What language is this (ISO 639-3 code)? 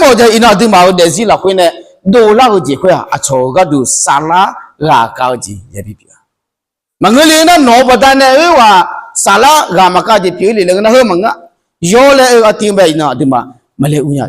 ahk